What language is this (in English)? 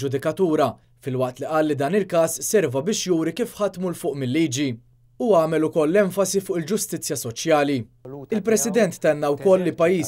Maltese